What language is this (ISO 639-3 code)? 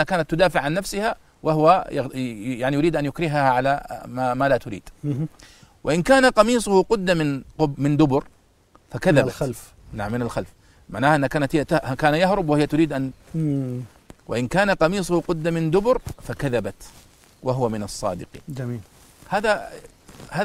ara